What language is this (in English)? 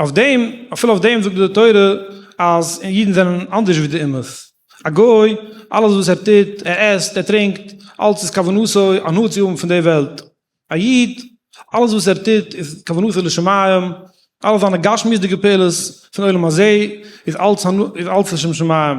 Yiddish